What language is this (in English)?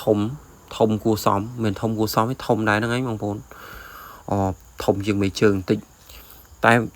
Khmer